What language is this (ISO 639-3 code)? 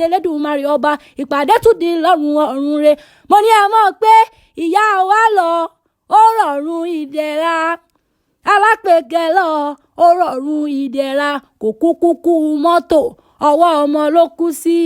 yor